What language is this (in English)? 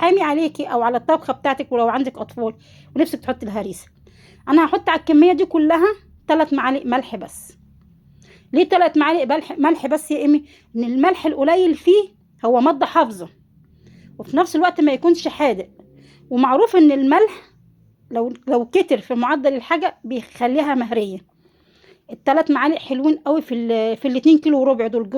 Egyptian Arabic